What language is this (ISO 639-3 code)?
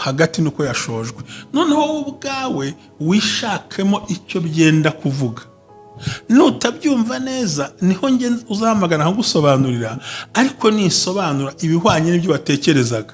kin